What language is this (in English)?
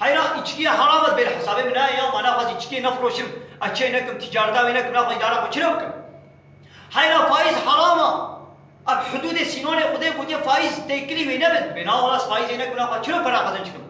Kurdish